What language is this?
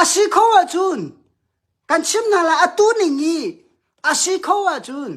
Hakha Chin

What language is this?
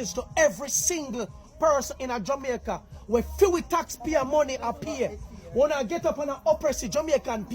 Jamaican Creole English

